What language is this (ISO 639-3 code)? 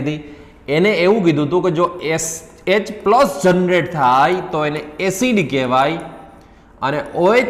guj